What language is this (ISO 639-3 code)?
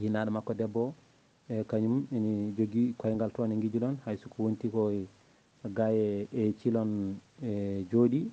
ful